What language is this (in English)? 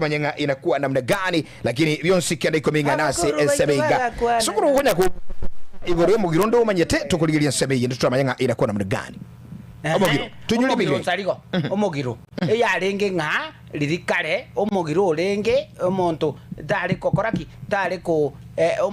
Gusii